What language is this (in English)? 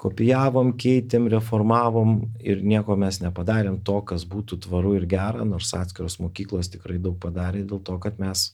Lithuanian